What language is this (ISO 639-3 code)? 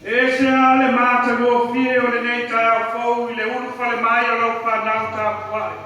smo